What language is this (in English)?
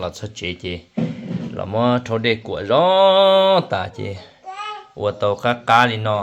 Hmong